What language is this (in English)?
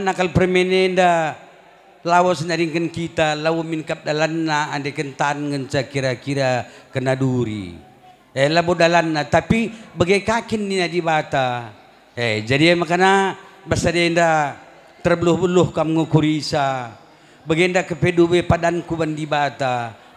Batak Karo